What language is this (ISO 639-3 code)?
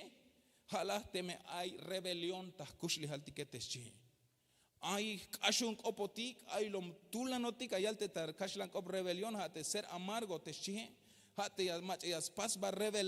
tzh